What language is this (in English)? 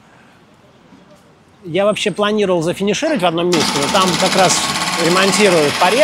Russian